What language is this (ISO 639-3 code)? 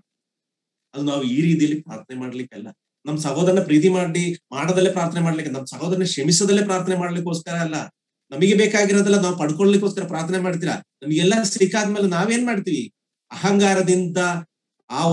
kan